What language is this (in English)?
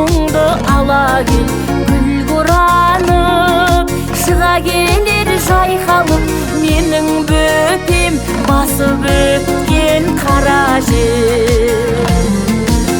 Kazakh